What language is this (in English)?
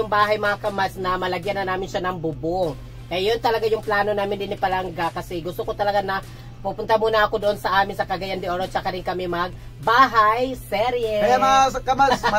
Filipino